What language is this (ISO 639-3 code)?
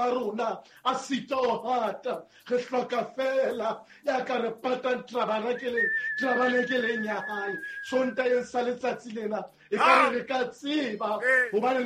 sot